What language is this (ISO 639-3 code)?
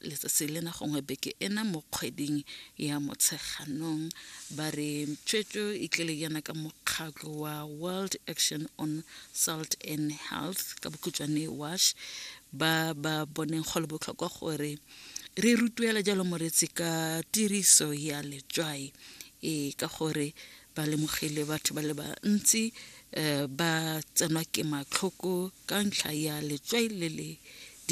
tsn